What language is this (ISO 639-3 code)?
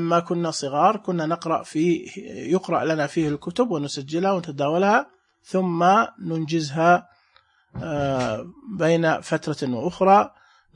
ars